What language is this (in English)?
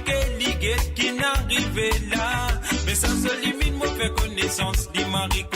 Morisyen